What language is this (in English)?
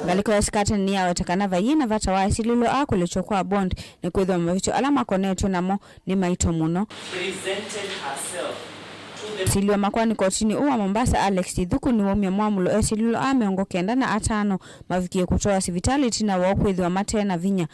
Kamba